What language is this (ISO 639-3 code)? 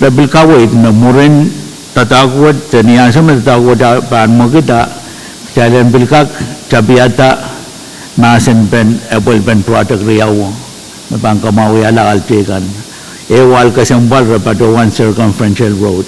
pon